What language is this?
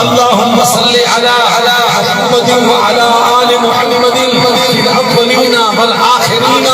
Saraiki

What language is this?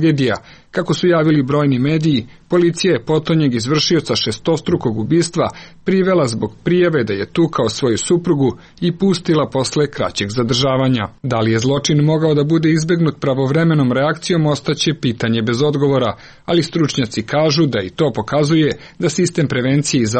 Serbian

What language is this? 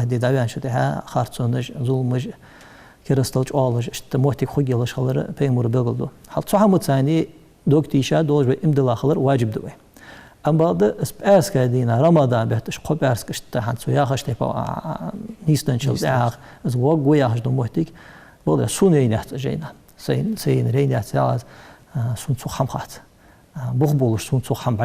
Ingush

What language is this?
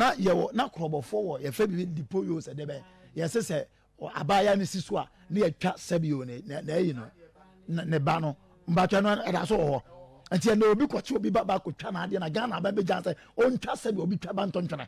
Akan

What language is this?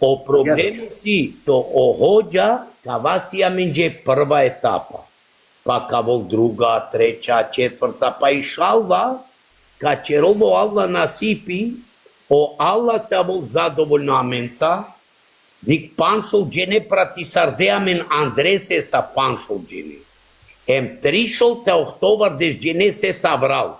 Balkan Romani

